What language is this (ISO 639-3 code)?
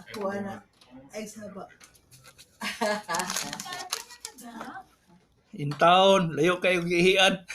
ceb